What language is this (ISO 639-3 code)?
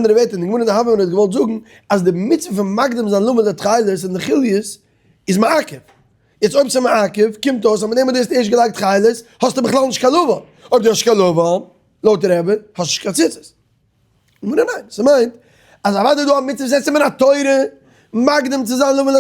yid